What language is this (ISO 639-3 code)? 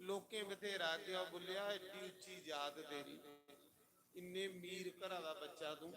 doi